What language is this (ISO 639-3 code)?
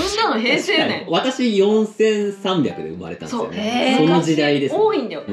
jpn